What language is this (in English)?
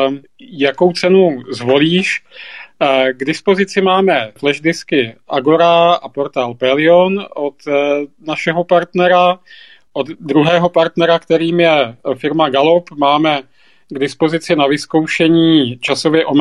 Czech